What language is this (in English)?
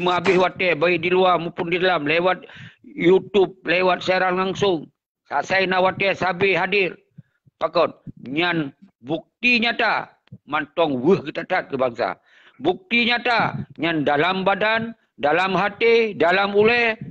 Achinese